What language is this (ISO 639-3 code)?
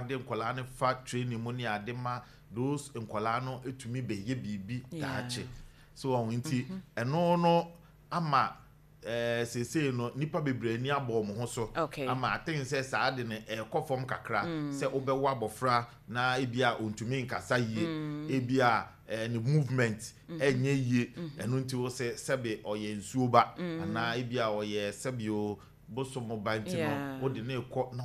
aka